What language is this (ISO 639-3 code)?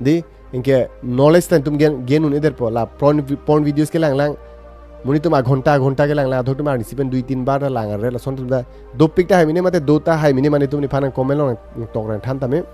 mjw